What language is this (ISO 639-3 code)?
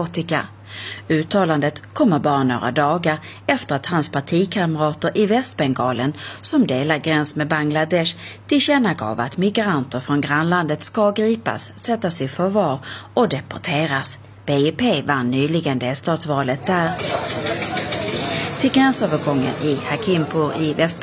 swe